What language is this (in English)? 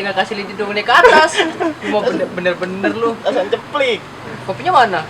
Betawi